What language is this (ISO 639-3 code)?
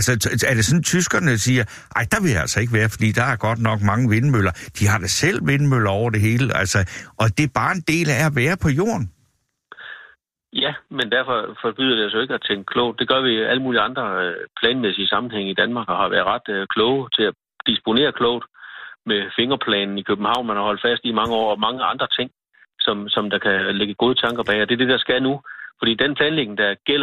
dan